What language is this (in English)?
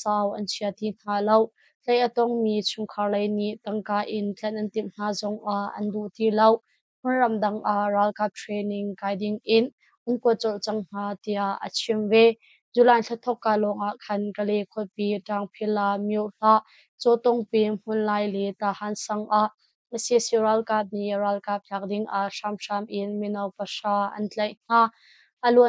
Hakha Chin